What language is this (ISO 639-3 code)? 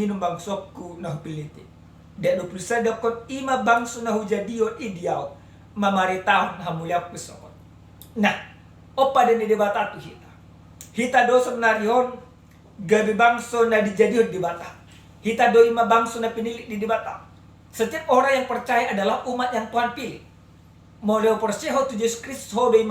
bbc